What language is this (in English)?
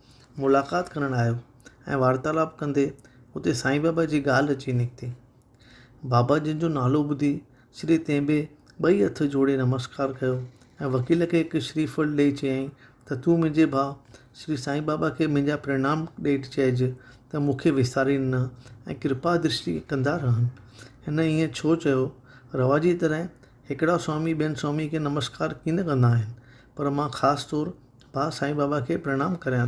Sindhi